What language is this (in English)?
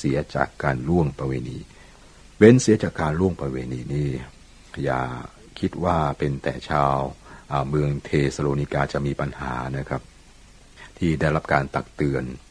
Thai